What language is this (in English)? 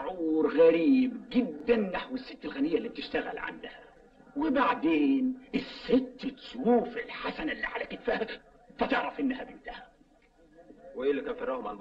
Egyptian Arabic